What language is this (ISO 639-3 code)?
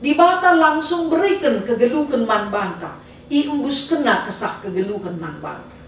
btx